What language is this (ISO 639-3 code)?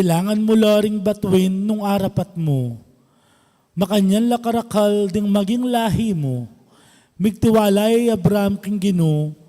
pam